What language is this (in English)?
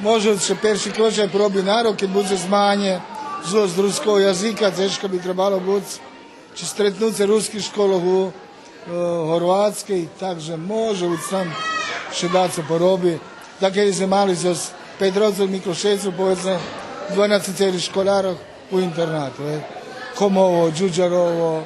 Rusyn